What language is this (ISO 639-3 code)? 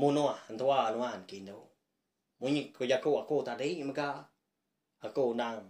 iba